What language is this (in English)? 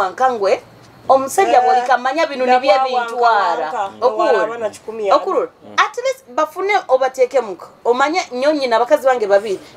Nyoro